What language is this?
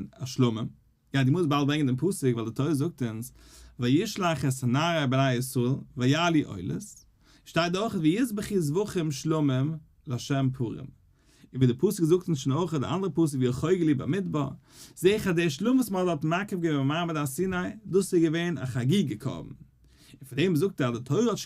Yiddish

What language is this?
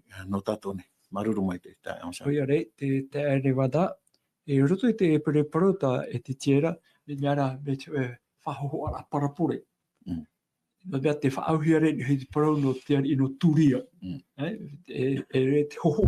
Tahitian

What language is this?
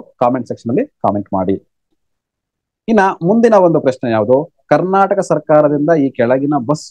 Kannada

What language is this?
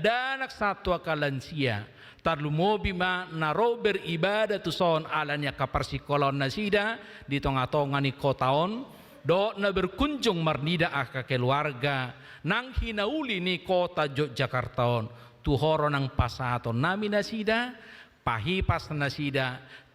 Batak Toba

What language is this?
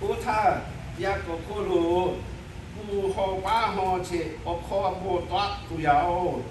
Lahu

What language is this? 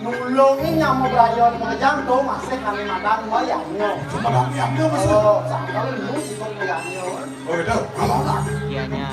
Balinese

